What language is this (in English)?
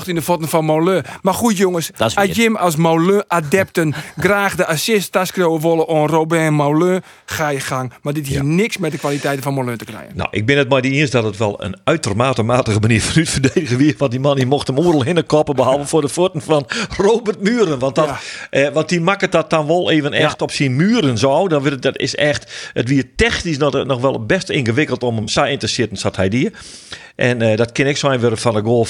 Western Frisian